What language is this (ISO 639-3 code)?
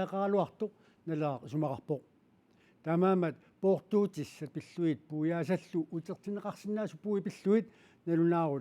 kal